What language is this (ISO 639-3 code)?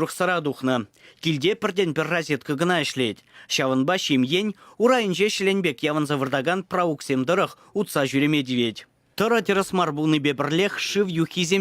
chv